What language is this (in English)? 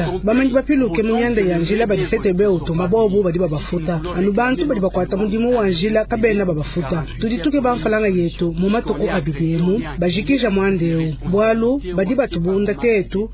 Luba-Lulua